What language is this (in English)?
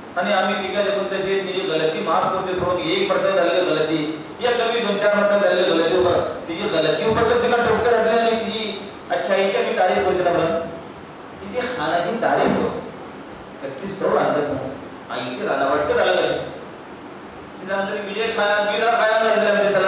Marathi